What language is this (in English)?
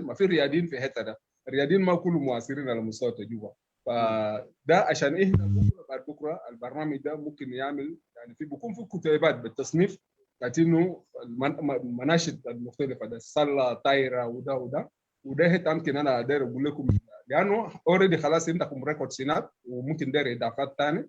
Sudanese Arabic